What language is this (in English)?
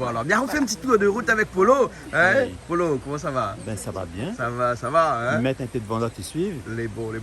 Réunion Creole French